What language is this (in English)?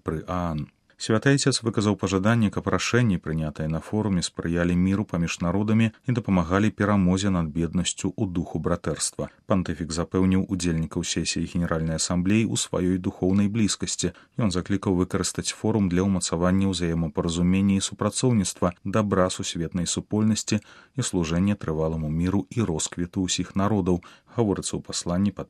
Belarusian